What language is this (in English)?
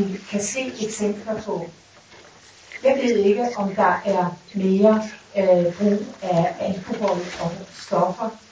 Danish